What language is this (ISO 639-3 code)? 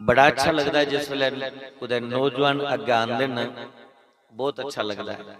doi